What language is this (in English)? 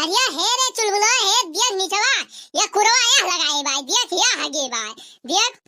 Awadhi